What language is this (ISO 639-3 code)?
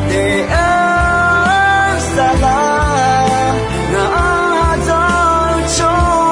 ahk